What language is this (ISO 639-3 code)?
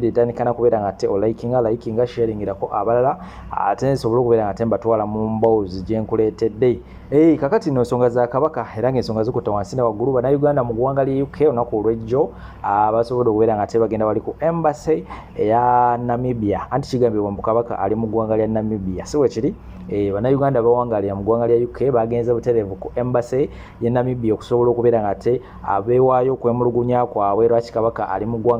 lug